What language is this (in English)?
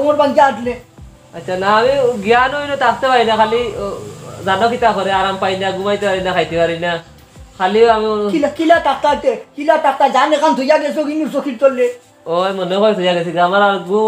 Sylheti